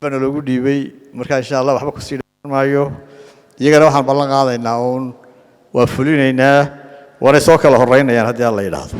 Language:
Somali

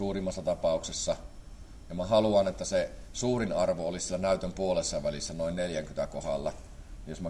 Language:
Finnish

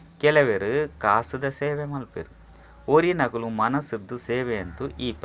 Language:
Tulu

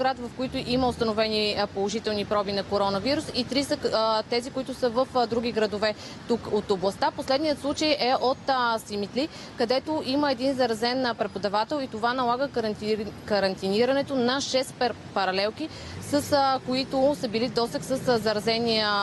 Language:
Bulgarian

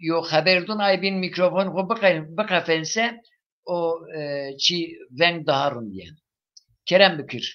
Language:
Zaza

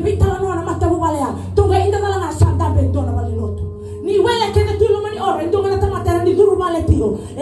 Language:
Fijian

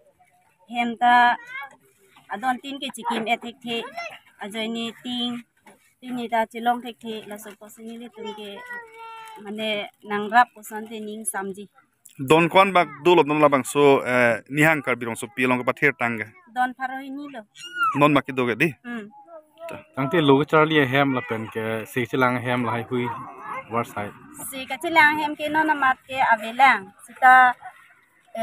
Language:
Karbi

